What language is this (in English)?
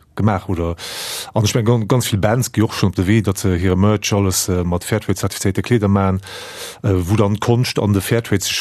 Luxembourgish